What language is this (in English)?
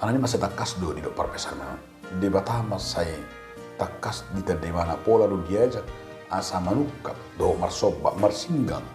Batak Toba